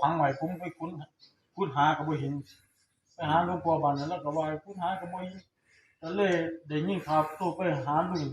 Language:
Northeastern Thai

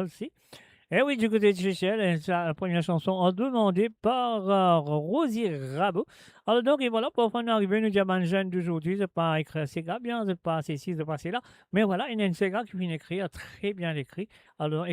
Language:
Morisyen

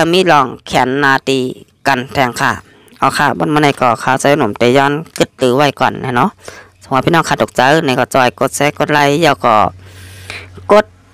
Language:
Shan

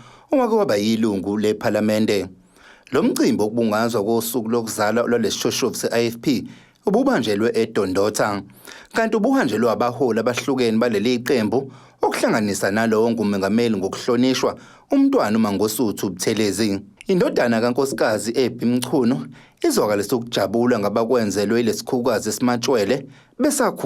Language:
Zulu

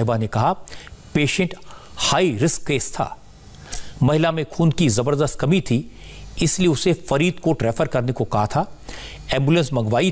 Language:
Hindi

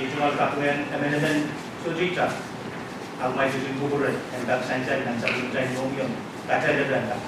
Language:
Pohnpeian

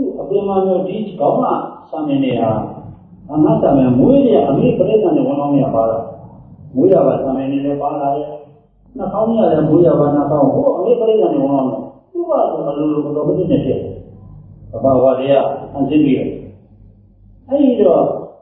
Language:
Burmese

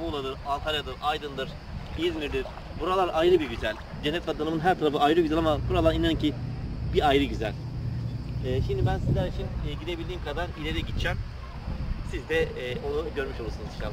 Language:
Turkish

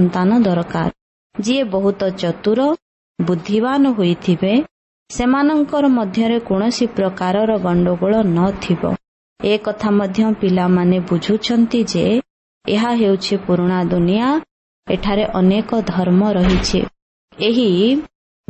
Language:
Odia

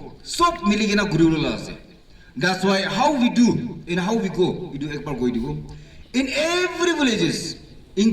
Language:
Naga Pidgin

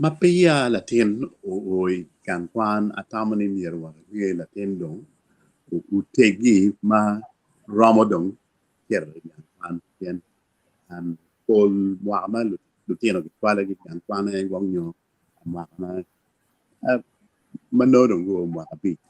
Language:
Acoli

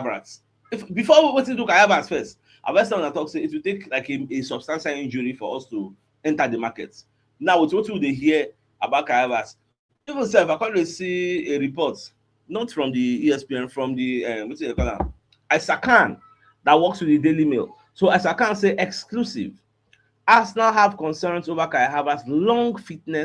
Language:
Nigerian Pidgin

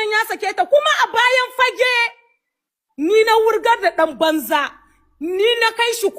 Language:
Hausa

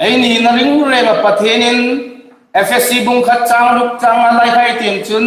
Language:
Hmar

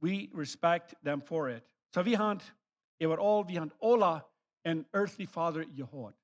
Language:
Plautdietsch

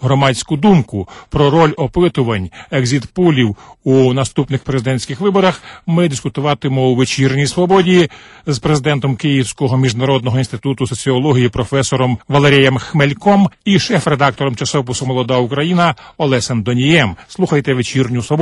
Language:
Ukrainian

